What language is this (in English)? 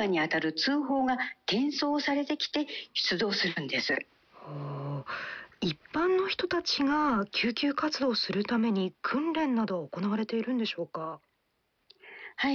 Japanese